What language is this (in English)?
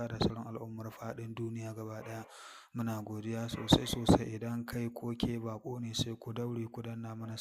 Hausa